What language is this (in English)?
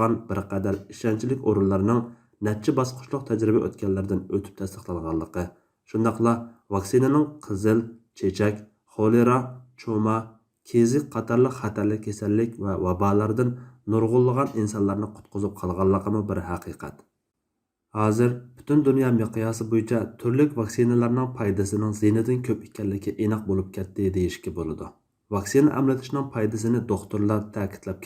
Uyghur